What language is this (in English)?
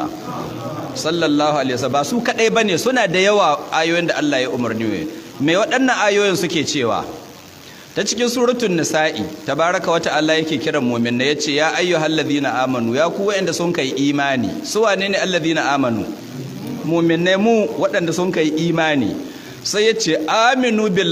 Hausa